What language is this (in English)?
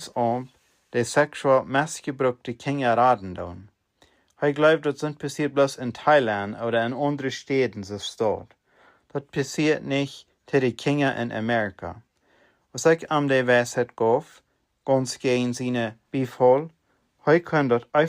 Plautdietsch